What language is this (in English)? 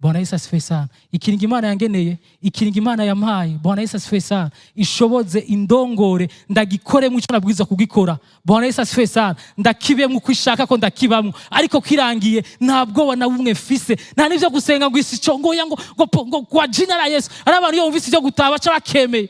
Rundi